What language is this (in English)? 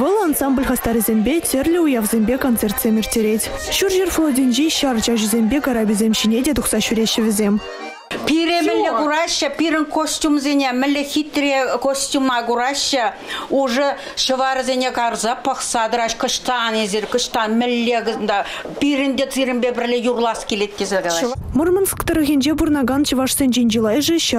Chuvash